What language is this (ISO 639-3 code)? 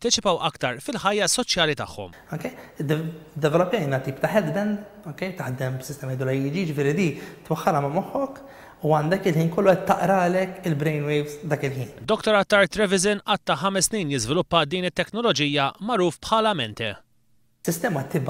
mlt